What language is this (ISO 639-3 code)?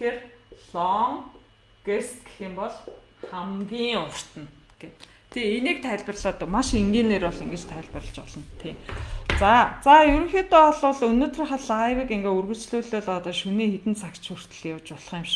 mon